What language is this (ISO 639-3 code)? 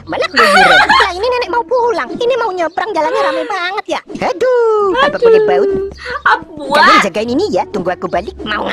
ind